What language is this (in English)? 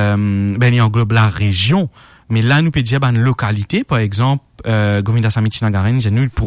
Morisyen